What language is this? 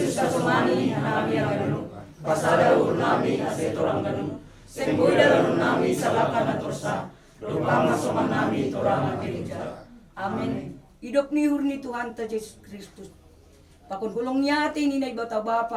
Batak Simalungun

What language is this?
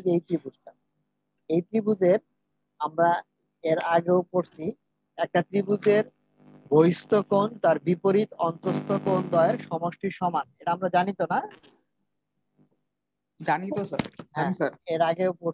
Bangla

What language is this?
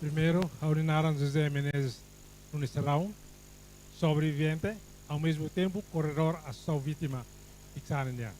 Tetum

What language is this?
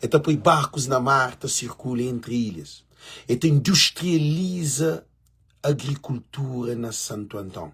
Kabuverdianu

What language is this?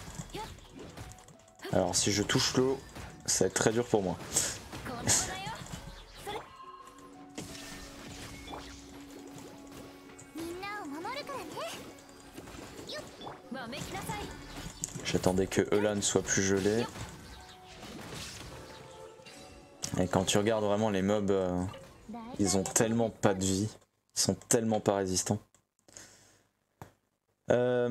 French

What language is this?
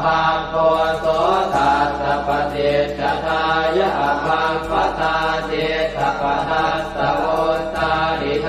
Pali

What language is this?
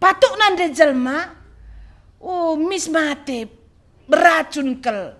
Batak Karo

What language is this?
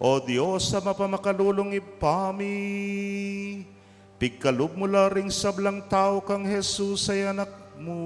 Pampanga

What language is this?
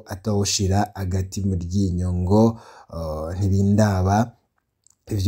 Rundi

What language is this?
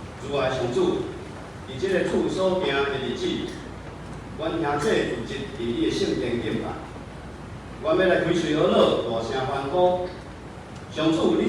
Min Nan Chinese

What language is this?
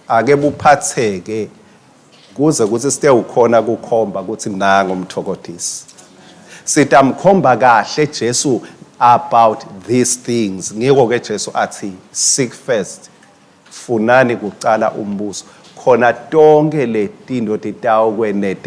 Swati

